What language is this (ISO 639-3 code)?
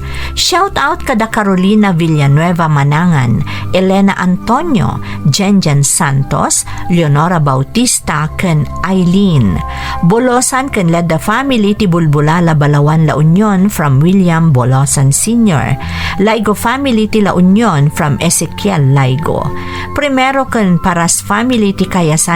ilo